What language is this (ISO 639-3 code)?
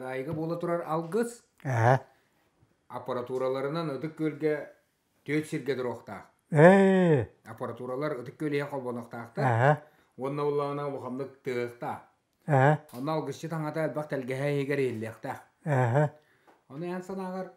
sah